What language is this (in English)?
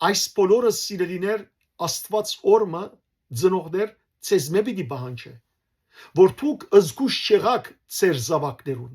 Western Armenian